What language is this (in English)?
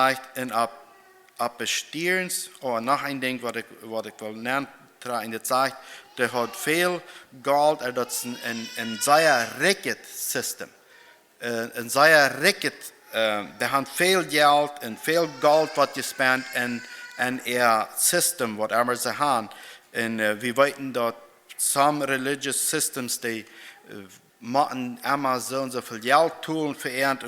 Plautdietsch